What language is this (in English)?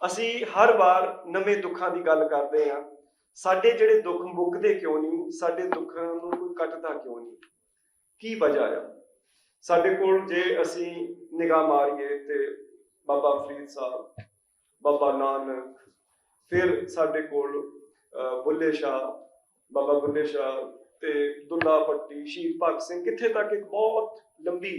Western Panjabi